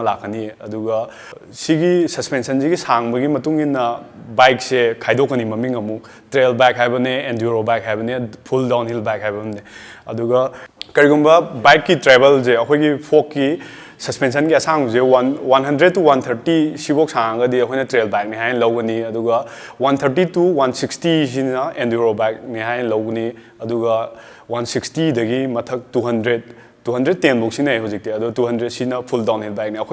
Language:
Manipuri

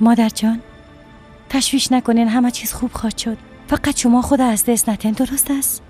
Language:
Persian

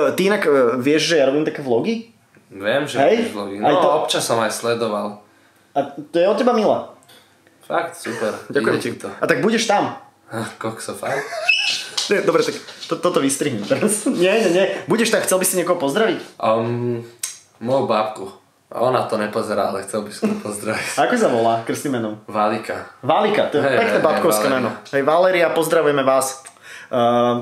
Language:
Slovak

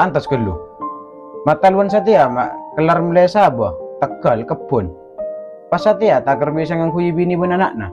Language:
Madurese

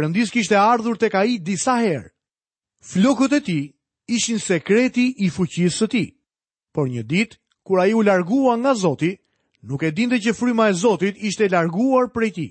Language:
Albanian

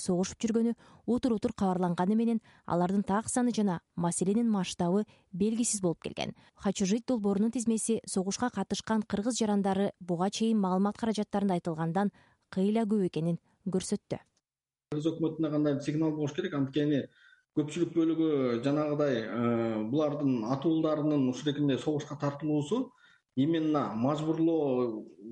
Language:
Kyrgyz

